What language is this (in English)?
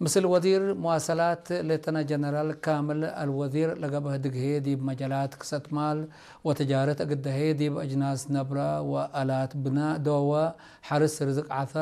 Tigre